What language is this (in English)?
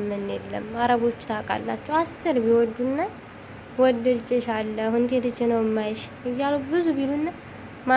Amharic